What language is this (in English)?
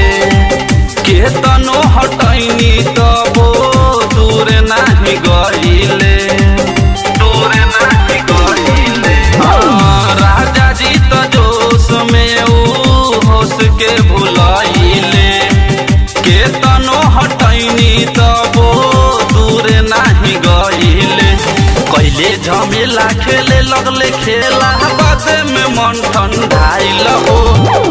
Bhojpuri